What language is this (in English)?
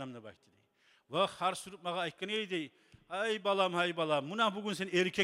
Kumyk